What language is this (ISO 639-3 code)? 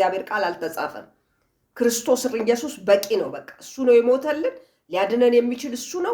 amh